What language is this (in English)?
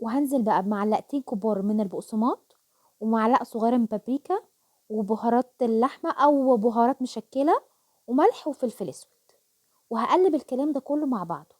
Egyptian Arabic